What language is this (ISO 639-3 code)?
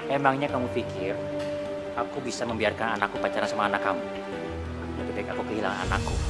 ind